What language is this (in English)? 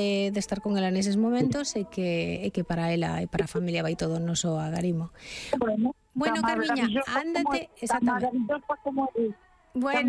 Galician